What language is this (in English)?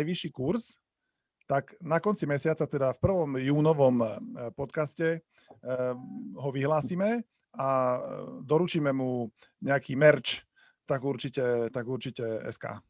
Slovak